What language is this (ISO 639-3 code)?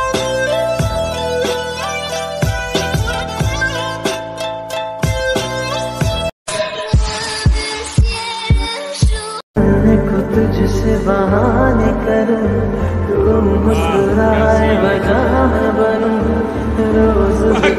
hin